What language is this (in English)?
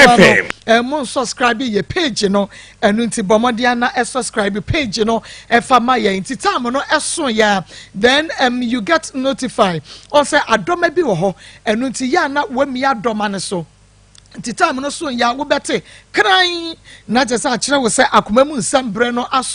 Akan